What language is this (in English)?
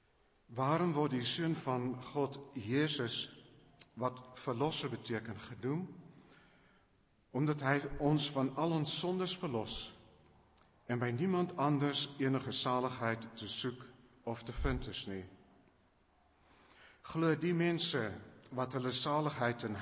Afrikaans